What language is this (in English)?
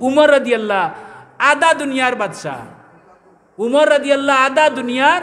Sylheti